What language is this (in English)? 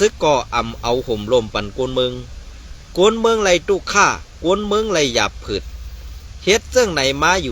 Shan